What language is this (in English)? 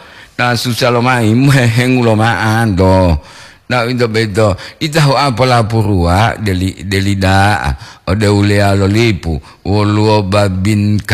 Gorontalo